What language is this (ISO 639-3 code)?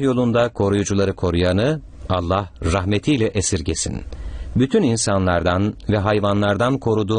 tur